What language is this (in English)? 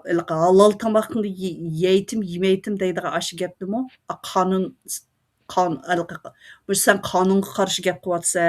Uyghur